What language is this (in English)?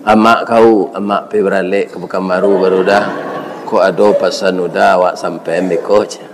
Minangkabau